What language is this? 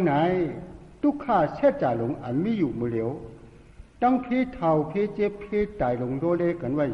Shan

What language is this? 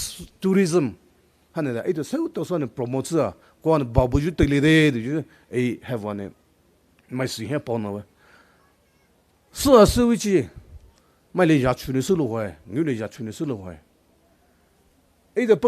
Poumei Naga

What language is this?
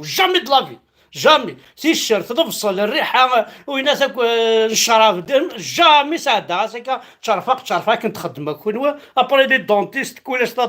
Kabyle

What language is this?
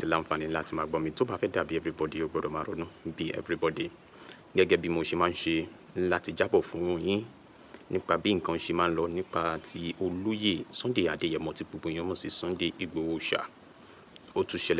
Yoruba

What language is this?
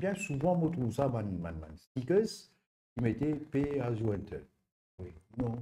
Morisyen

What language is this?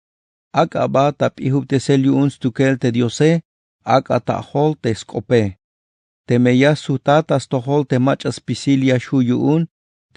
Tzeltal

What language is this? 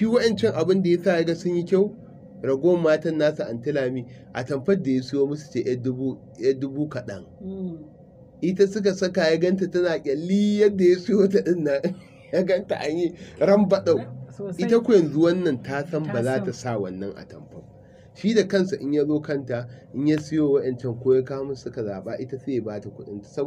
Hausa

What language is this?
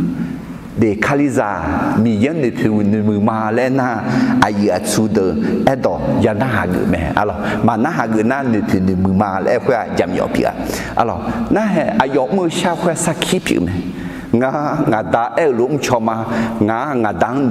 Akha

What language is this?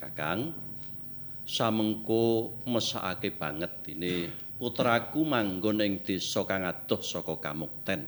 Javanese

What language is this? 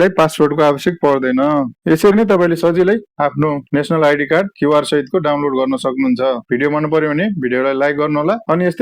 Nepali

